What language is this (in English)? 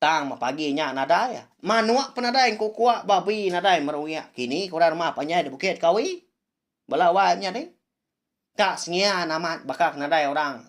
Iban